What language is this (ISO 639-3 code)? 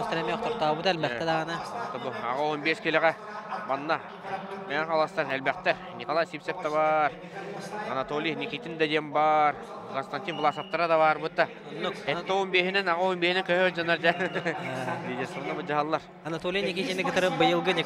sah